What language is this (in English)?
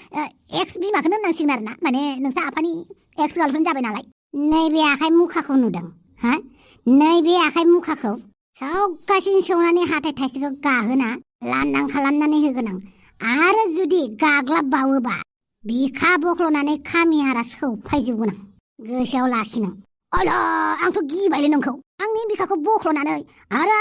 Bodo